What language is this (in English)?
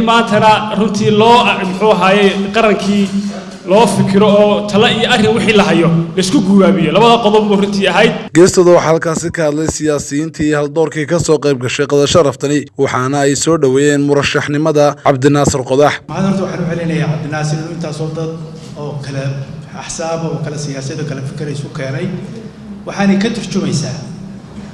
Somali